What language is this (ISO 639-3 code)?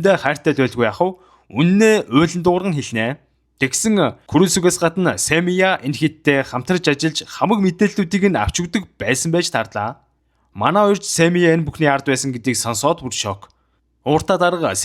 mon